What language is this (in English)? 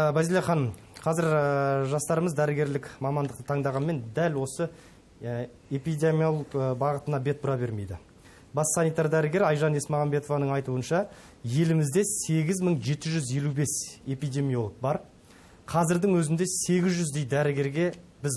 Kazakh